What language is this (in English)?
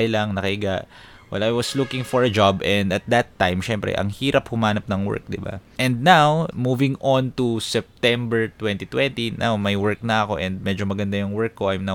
Filipino